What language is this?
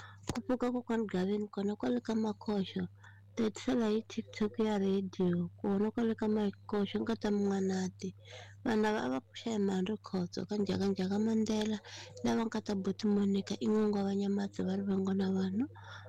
Tsonga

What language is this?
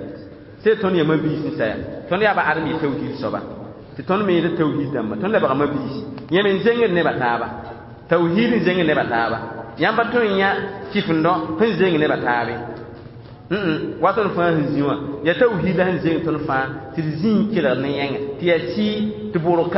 Mossi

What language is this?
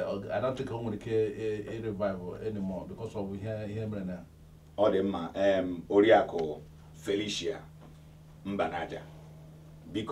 Igbo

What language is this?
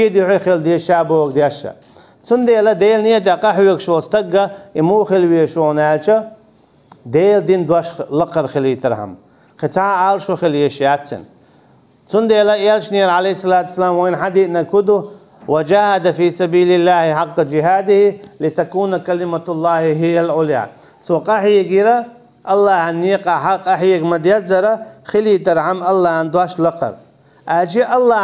Chechen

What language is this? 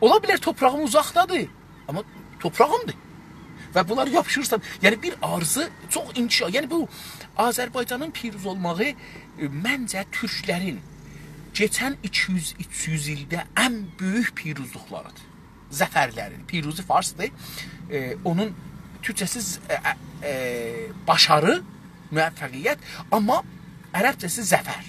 South Azerbaijani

